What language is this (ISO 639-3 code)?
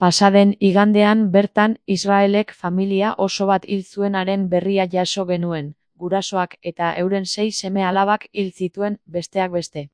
eus